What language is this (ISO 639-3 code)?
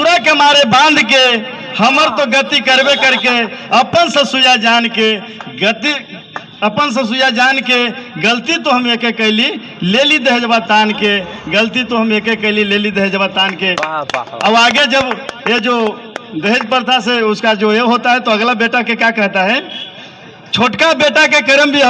mag